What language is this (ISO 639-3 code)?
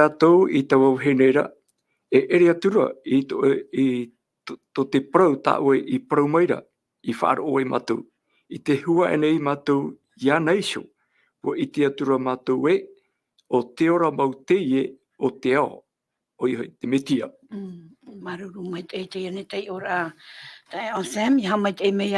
tah